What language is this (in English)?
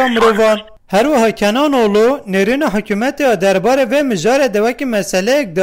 Kurdish